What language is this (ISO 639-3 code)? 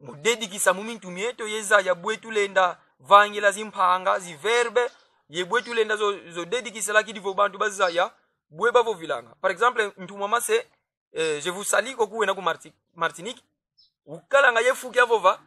kon